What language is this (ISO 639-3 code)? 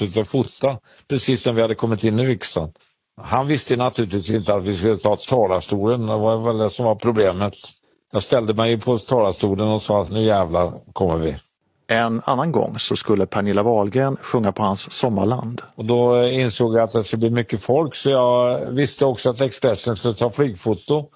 swe